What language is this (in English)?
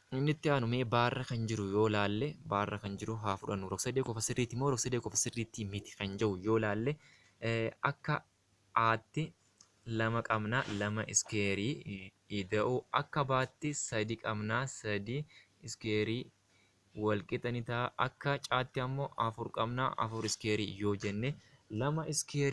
Oromo